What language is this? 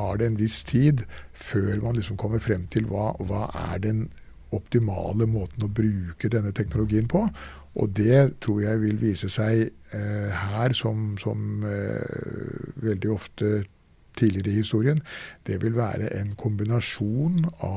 Norwegian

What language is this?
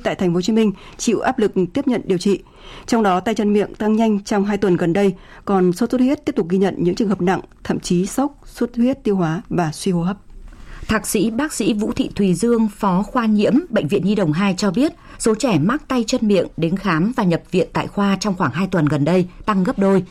Vietnamese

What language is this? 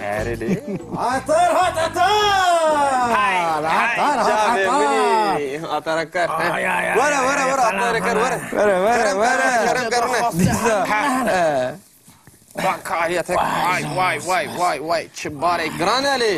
Kurdish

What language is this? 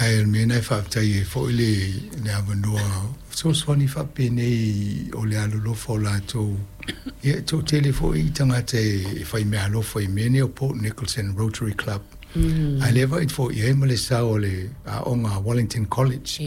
Samoan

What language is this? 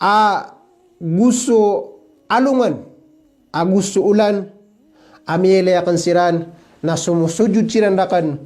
Maranao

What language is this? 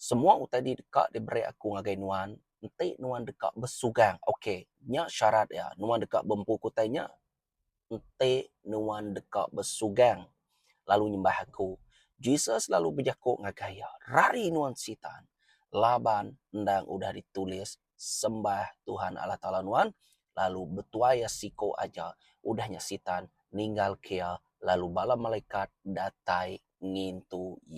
Iban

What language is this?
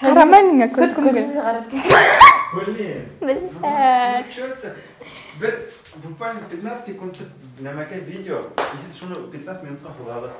Bashkir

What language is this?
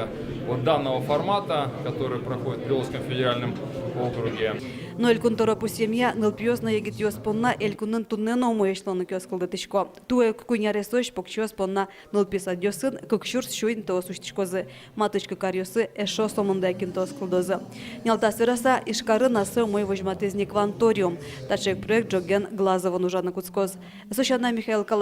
Udmurt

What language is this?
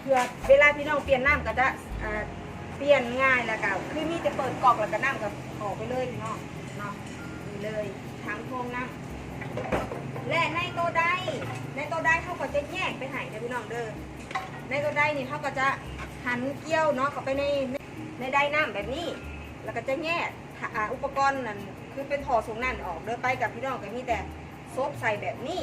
Northeastern Thai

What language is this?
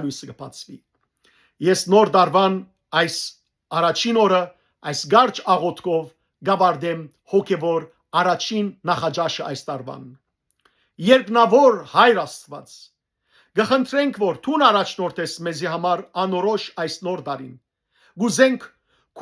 Western Armenian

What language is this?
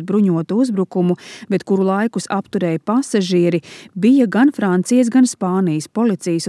Latvian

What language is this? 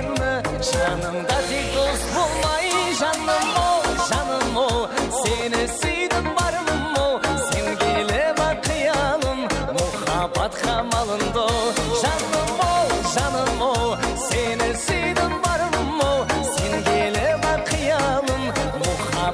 Kara-Kalpak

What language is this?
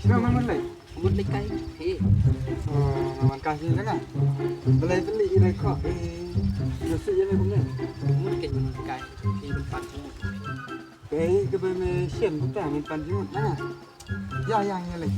Khasi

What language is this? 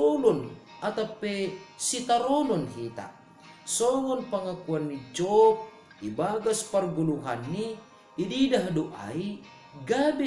Batak Simalungun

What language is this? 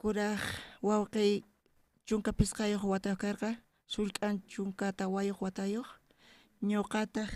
South Bolivian Quechua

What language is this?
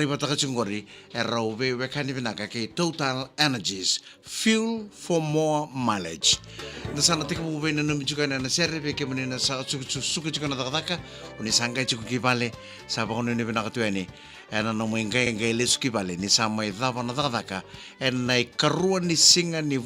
Fijian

